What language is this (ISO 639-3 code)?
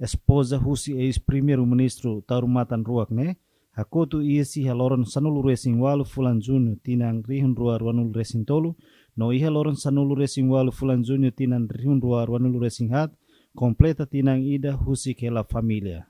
tet